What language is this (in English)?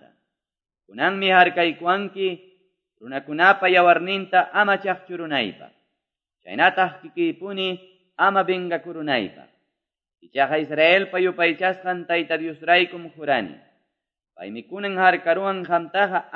Quechua